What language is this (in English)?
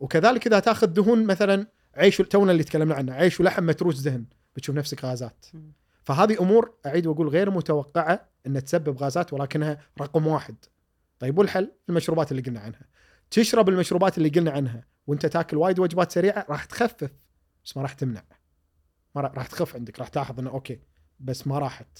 Gulf Arabic